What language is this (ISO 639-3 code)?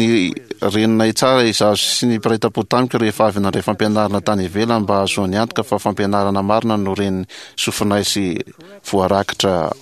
mlg